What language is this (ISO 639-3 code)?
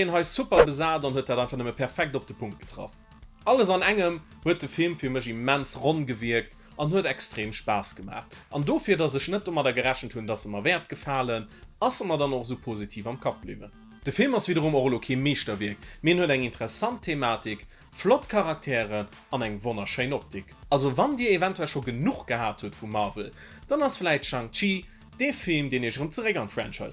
ltz